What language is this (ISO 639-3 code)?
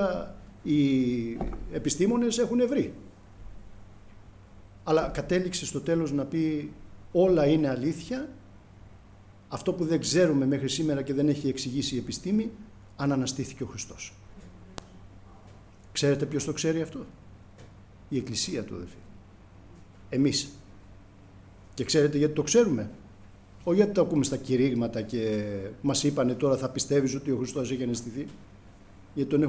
ell